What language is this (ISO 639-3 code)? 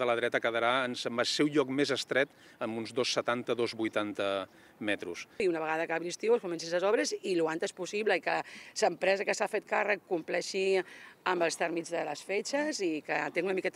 cat